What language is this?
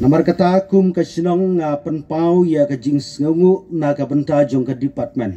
Khasi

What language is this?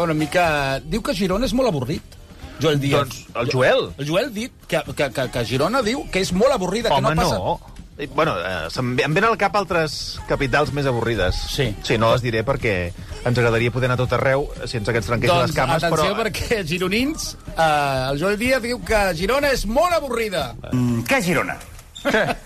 Catalan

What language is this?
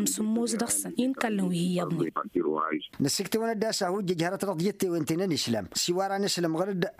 Tamasheq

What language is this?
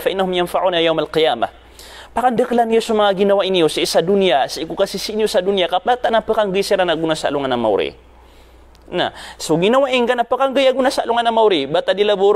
Maranao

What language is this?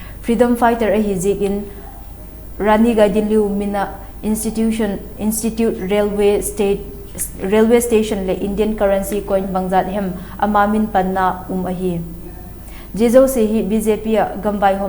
Vaiphei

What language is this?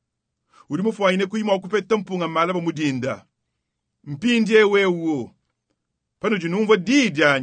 Luba-Lulua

